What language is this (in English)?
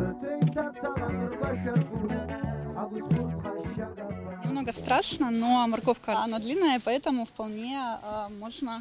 Abkhazian